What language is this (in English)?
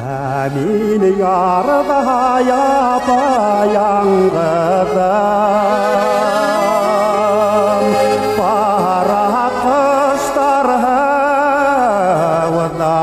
Bashkir